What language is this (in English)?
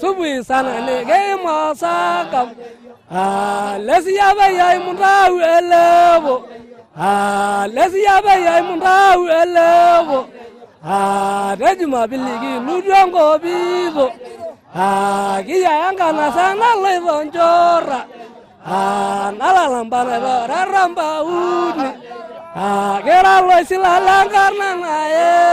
Masai